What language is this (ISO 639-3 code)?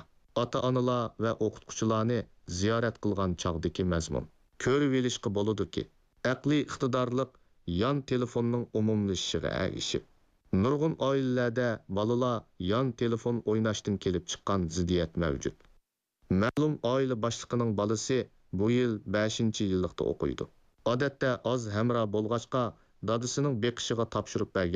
uig